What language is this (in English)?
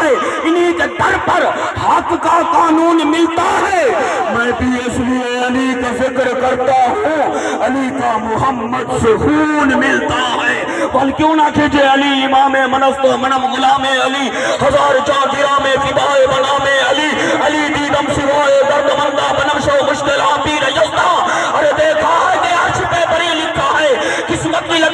Saraiki